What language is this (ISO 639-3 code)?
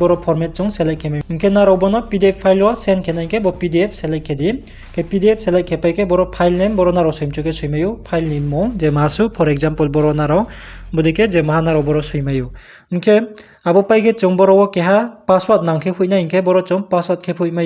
ria